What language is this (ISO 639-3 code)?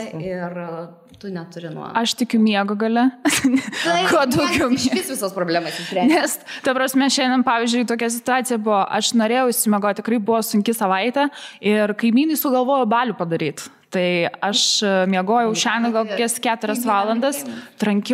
lit